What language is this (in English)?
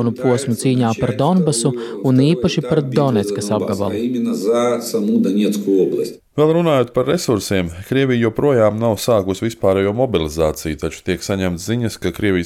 Latvian